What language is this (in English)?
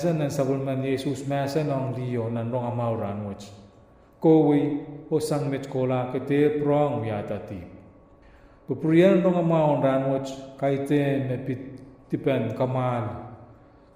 Pohnpeian